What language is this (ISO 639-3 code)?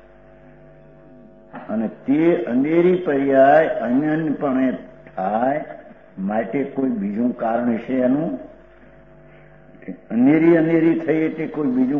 guj